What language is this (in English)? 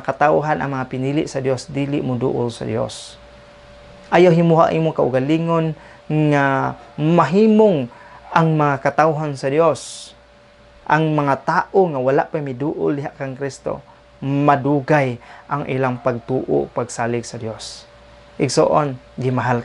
Cebuano